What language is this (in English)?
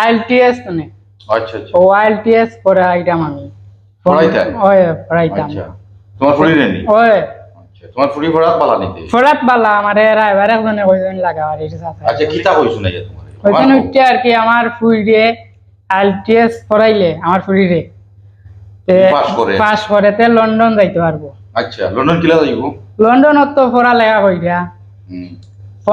Sylheti